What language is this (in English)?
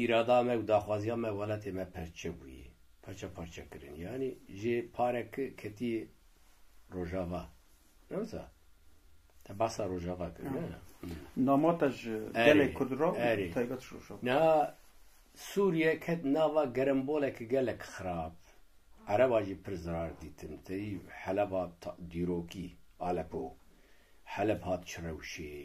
Kurdish